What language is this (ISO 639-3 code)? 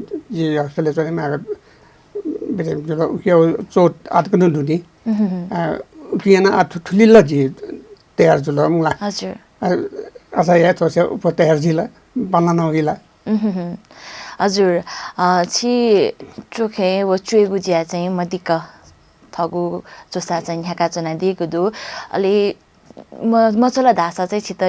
new